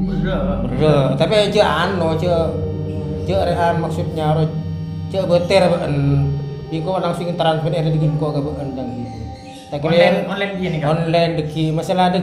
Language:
Madurese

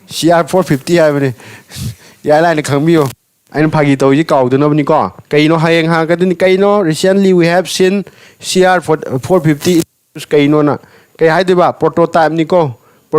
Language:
Manipuri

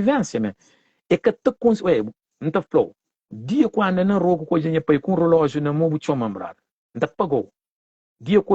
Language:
Kabuverdianu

